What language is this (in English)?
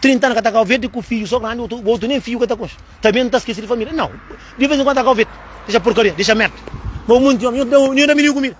Kabuverdianu